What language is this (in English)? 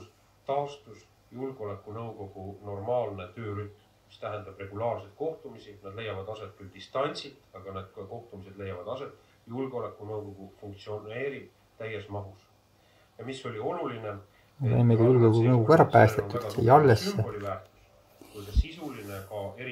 Estonian